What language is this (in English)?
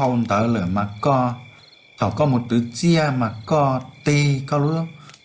Hmong